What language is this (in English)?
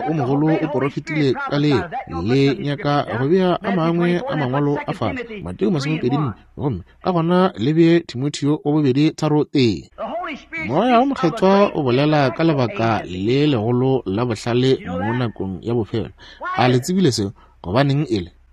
Northern Sotho